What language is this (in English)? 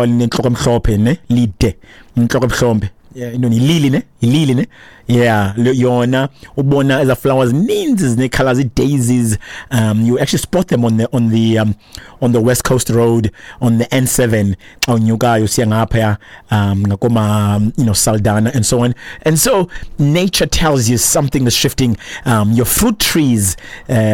Xhosa